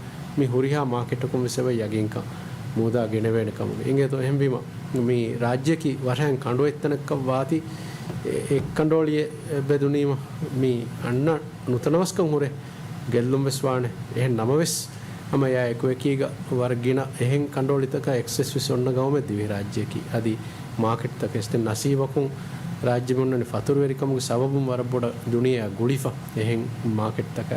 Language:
Divehi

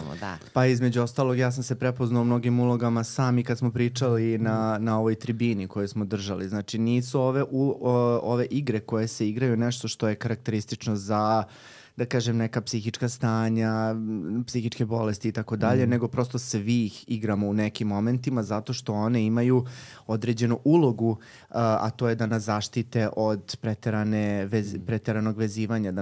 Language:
Serbian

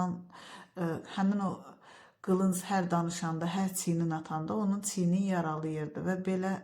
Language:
Azerbaijani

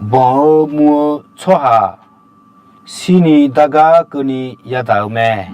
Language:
Akha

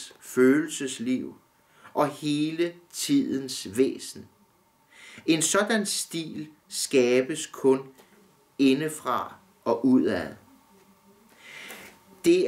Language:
Danish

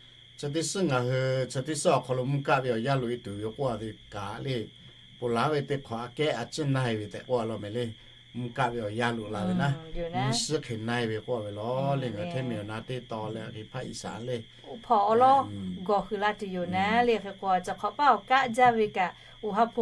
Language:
Lahu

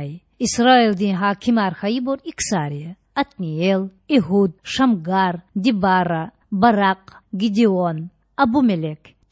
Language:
Lezghian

